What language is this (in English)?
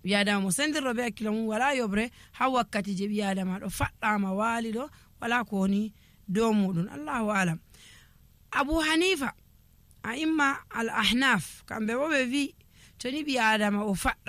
Nigerian Fulfulde